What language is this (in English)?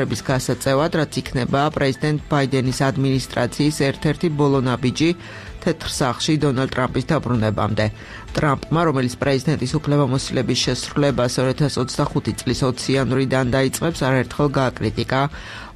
Georgian